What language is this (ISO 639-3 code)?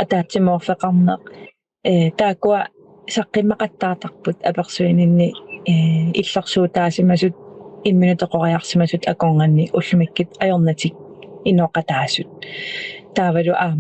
kal